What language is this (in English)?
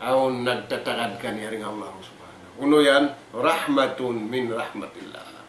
Tausug